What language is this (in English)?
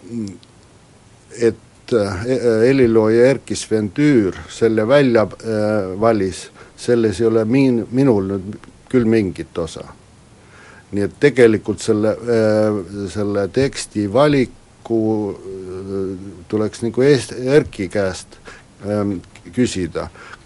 Estonian